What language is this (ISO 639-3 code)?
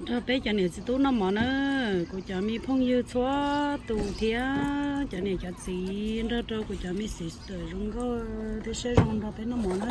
hmn